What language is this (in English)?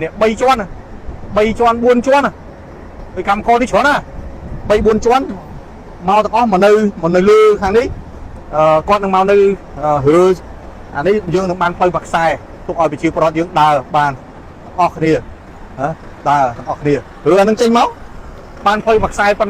Khmer